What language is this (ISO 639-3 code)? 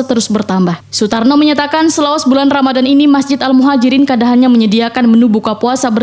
bjn